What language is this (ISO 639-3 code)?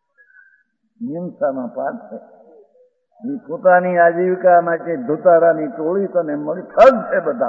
guj